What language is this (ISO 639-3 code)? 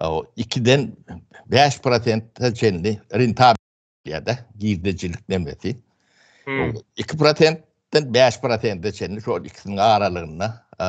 tuk